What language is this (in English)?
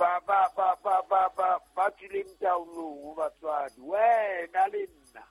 Southern Sotho